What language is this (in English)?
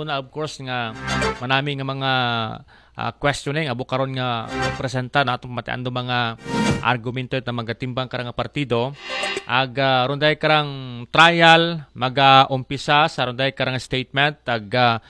Aklanon